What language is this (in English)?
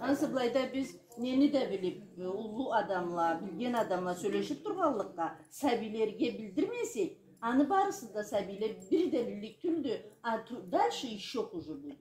Karachay-Balkar